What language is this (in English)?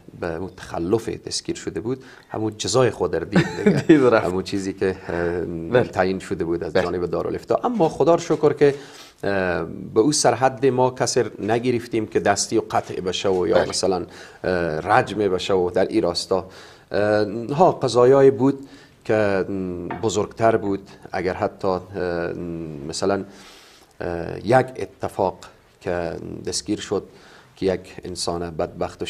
Persian